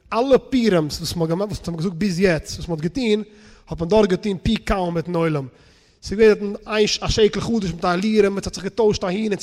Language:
Yiddish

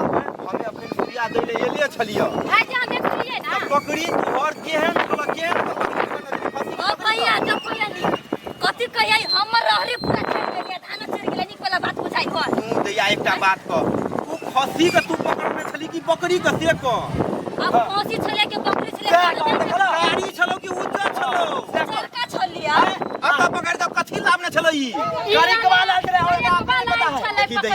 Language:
Maithili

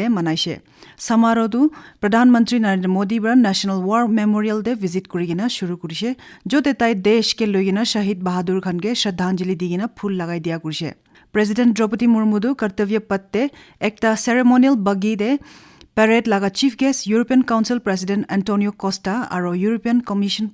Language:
Naga Pidgin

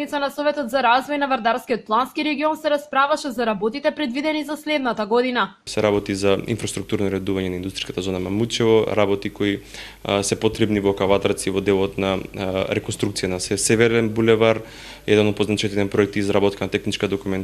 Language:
Macedonian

